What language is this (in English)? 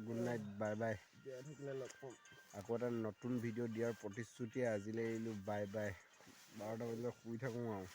Assamese